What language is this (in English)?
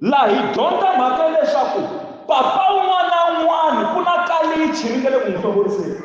Tsonga